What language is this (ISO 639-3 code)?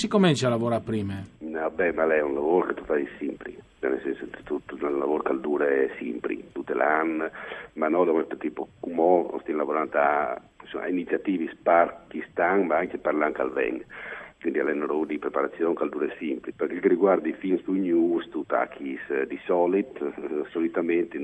fur